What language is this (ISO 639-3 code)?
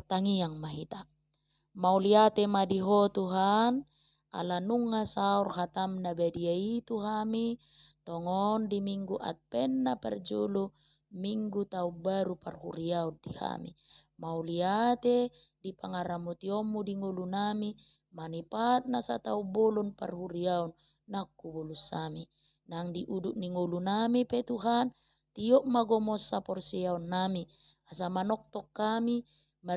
bbc